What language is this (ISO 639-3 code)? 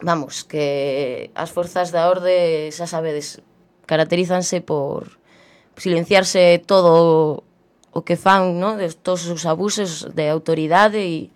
glg